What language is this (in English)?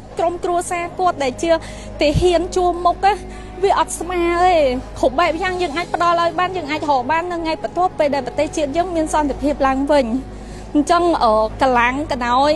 Khmer